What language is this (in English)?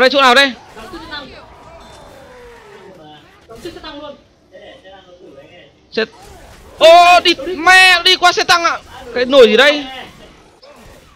Vietnamese